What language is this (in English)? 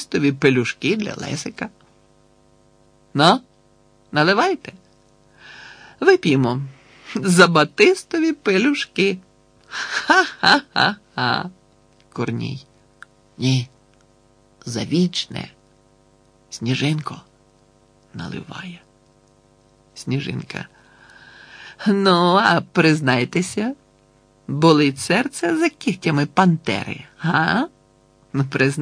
Ukrainian